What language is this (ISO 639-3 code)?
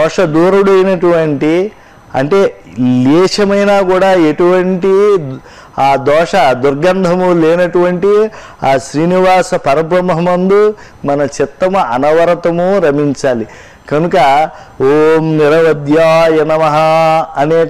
tel